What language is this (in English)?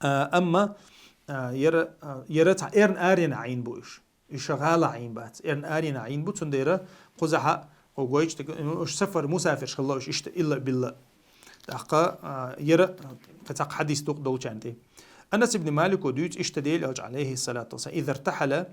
Chechen